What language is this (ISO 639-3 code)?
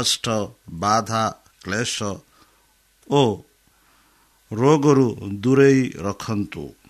ori